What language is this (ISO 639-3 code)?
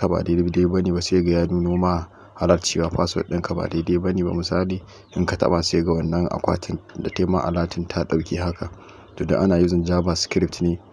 hau